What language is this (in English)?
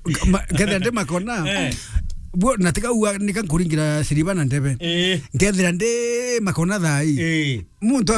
Meru